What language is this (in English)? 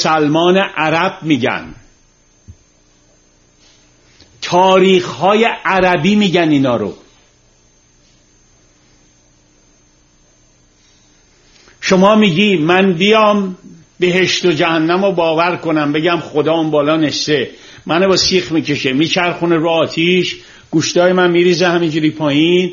Persian